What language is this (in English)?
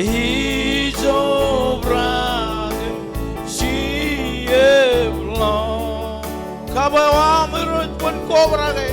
Marshallese